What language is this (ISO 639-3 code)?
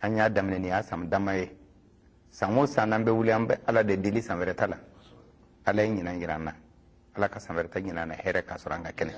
bam